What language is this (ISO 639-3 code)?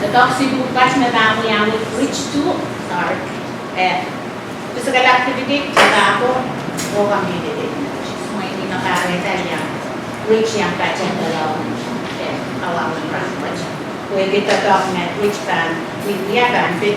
pon